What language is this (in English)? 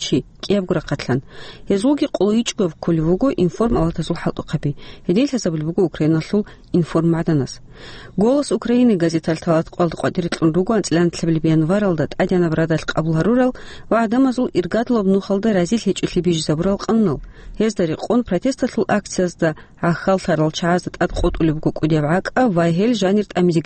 Avaric